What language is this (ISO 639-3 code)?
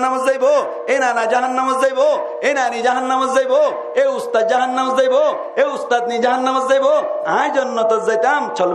rhg